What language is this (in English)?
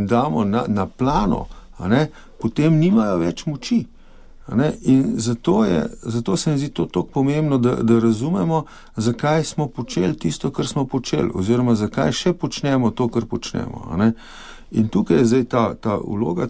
Slovenian